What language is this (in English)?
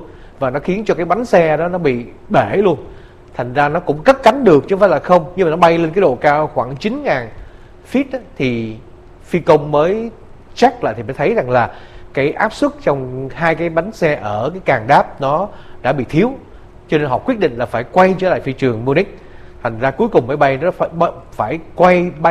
Vietnamese